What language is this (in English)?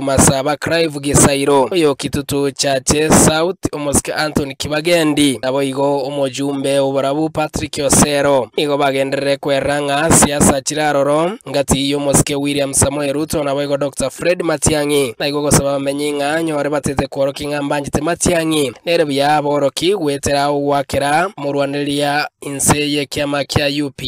Gusii